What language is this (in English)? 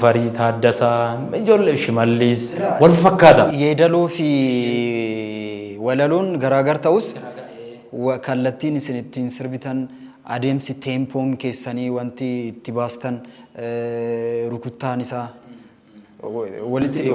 Oromo